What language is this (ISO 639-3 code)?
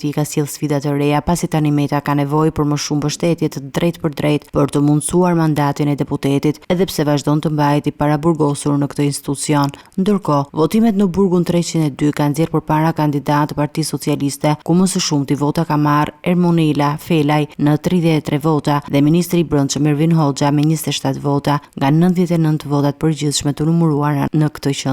sqi